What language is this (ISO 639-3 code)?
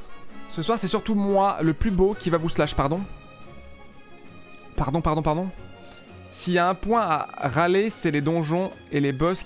fra